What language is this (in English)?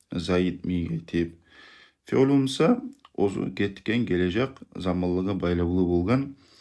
Kumyk